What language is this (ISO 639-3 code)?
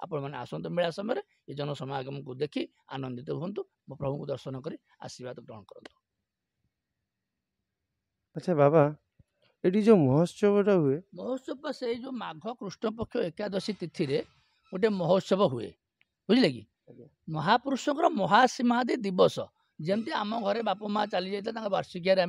ori